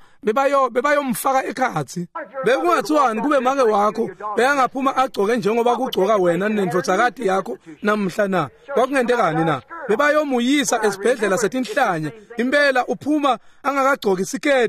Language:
Swati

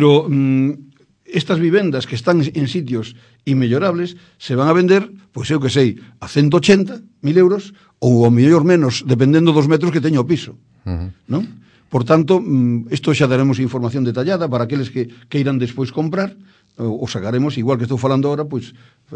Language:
Galician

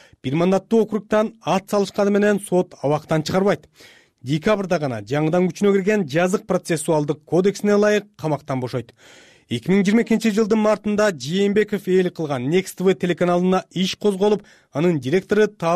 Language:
Kyrgyz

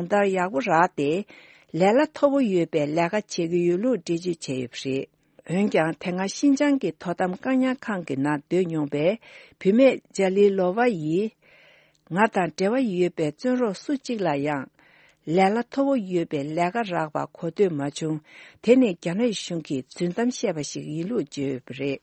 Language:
Tibetan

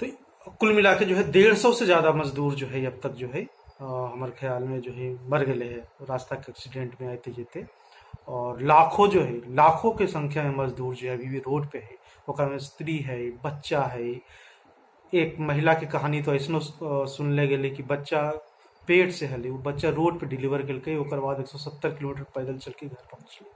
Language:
Magahi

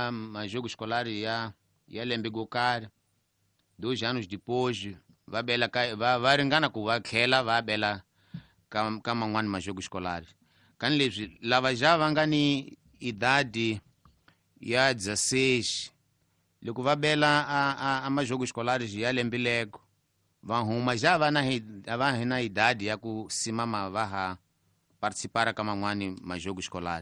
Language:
Tsonga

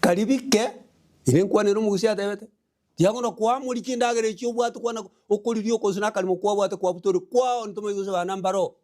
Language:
Gusii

